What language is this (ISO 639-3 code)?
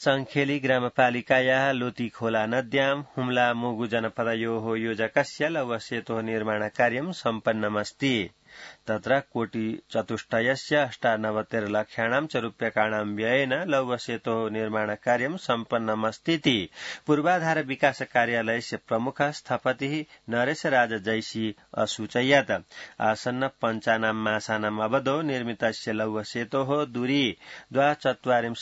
san